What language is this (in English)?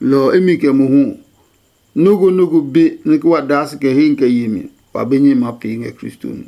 Adangme